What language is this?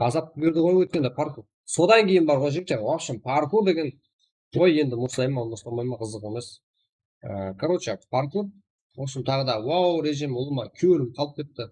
Kara-Kalpak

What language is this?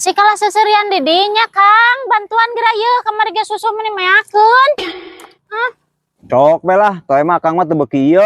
Sundanese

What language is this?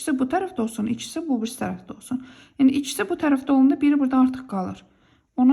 Azerbaijani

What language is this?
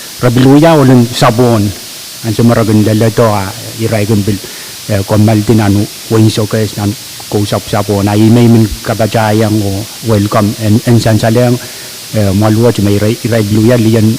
Pohnpeian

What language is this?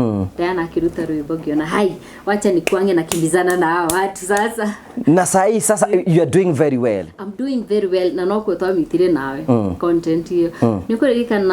Kikuyu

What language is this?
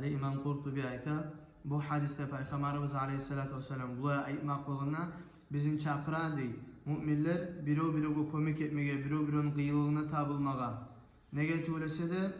Kumyk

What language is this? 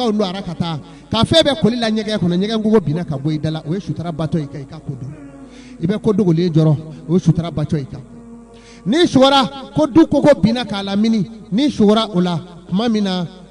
Bambara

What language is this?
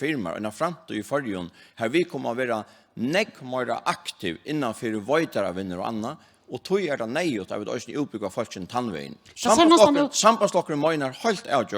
Faroese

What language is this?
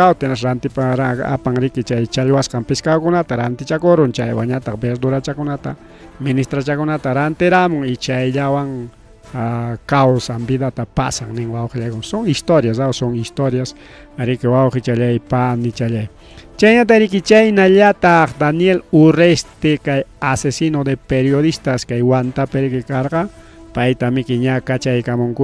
Ayacucho Quechua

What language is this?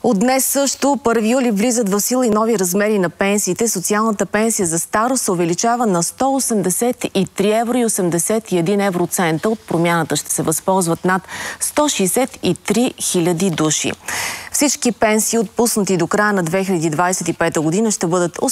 Bulgarian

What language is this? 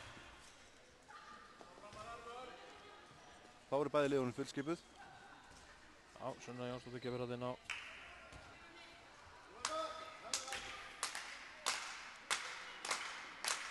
Icelandic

